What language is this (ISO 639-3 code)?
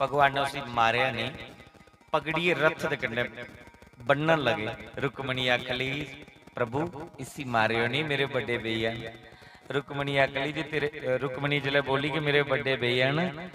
doi